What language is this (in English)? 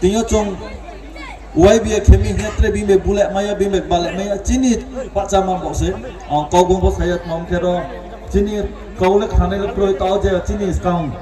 Riang (India)